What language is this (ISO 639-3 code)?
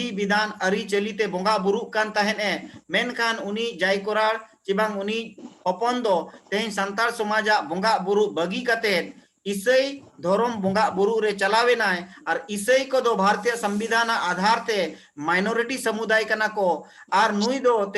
sat